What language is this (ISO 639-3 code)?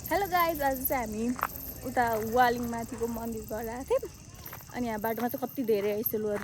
nep